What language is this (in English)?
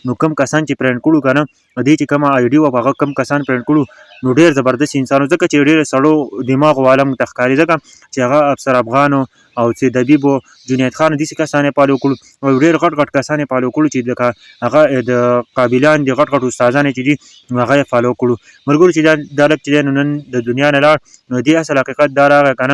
Pashto